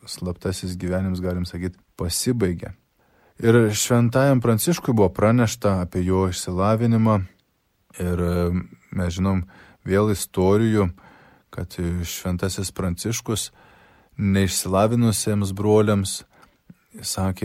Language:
Lithuanian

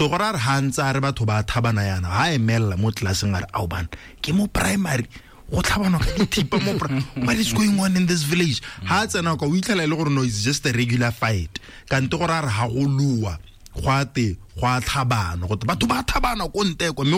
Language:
Tswana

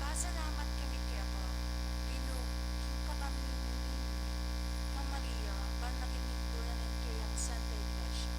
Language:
Pampanga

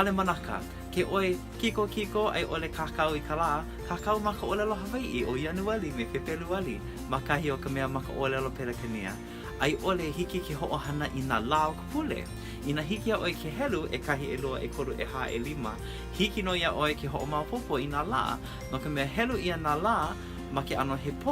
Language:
Hawaiian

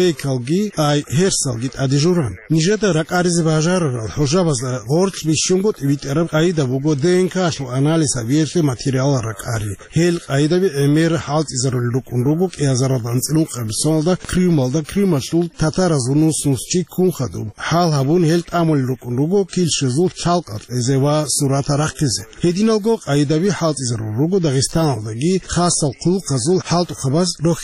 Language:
Avaric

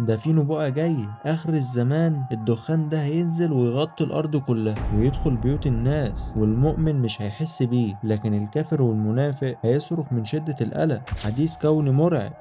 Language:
Egyptian Arabic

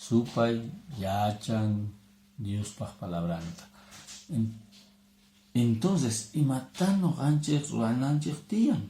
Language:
Quechua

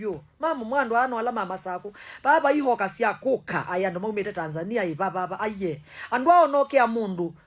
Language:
Kamba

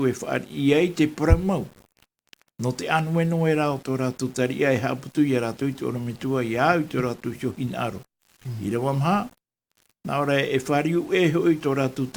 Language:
Tahitian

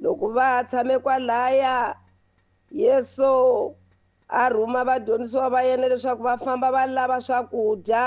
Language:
Tsonga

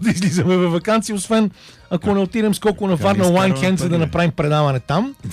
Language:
Bulgarian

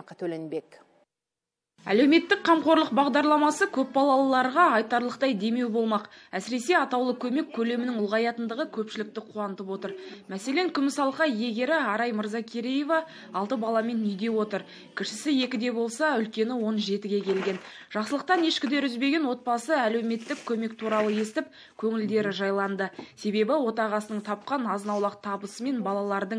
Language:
Kazakh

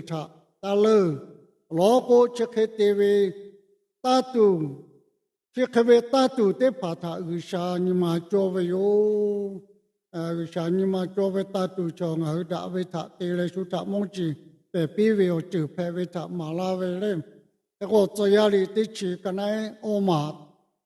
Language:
Lahu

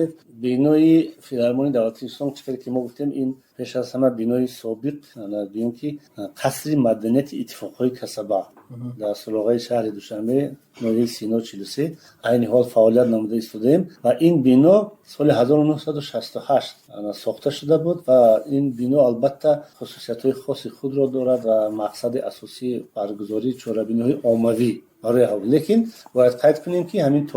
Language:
Tajik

